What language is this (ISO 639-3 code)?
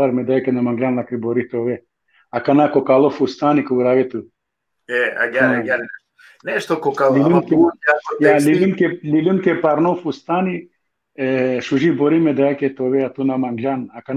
rmn